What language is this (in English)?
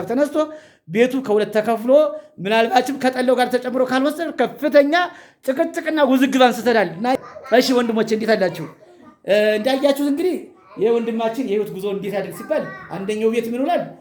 Amharic